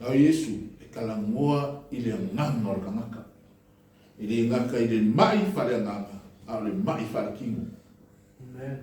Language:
Samoan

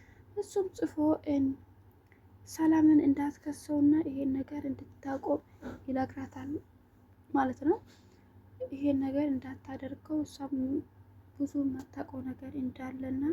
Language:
Amharic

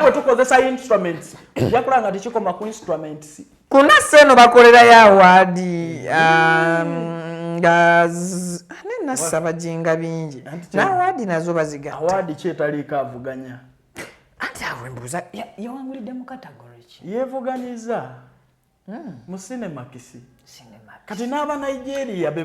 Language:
Ganda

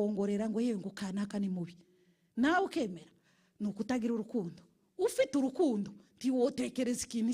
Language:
Kinyarwanda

